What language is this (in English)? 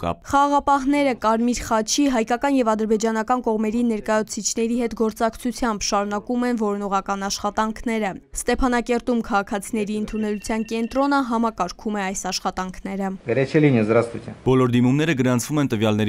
Armenian